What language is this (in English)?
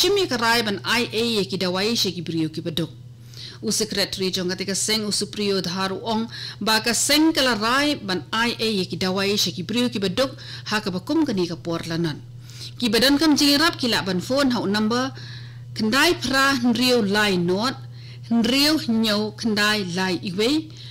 Khasi